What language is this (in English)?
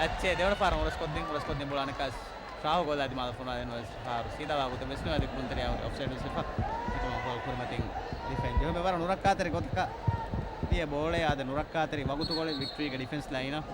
Divehi